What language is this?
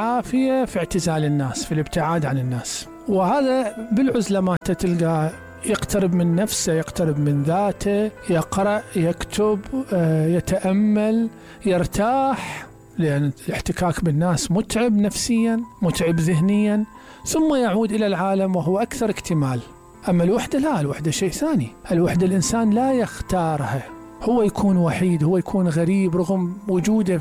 Mesopotamian Arabic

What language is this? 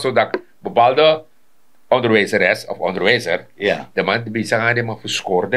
Sranan Tongo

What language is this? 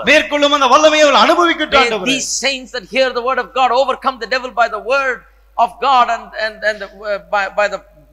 Tamil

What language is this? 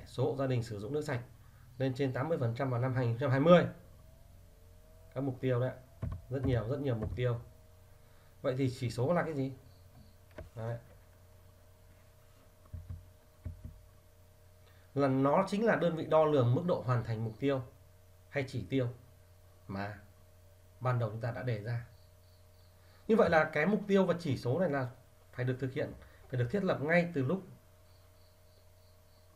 Vietnamese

